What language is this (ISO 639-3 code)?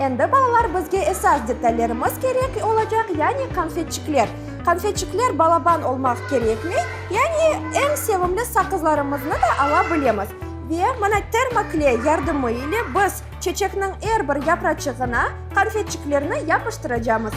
crh